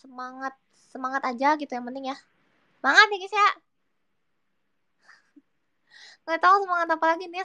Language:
Indonesian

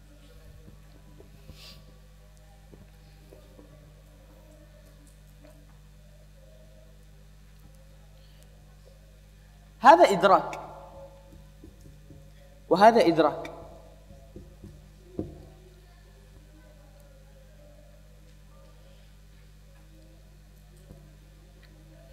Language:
Arabic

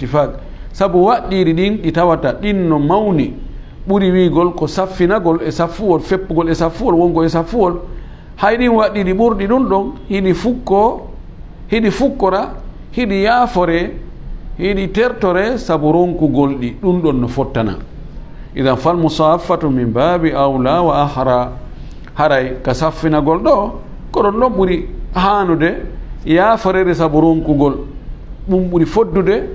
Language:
Fula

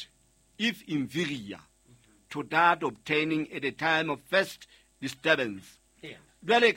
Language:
Southern Sotho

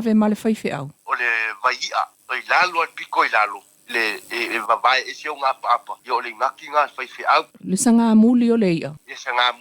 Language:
Samoan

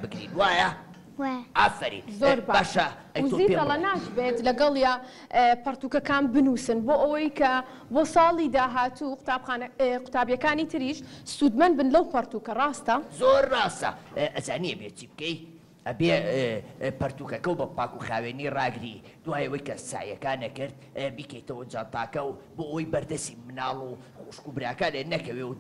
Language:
Central Kurdish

